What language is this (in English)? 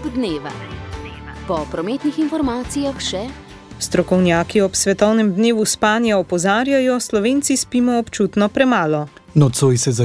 Slovenian